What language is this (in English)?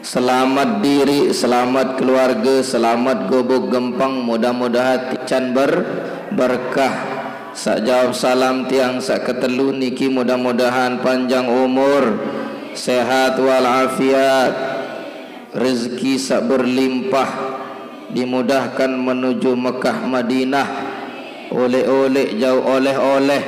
Sasak